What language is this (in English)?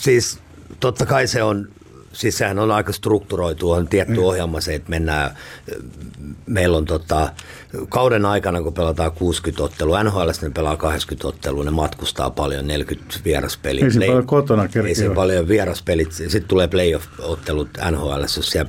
Finnish